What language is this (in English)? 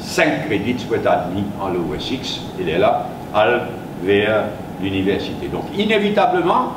Morisyen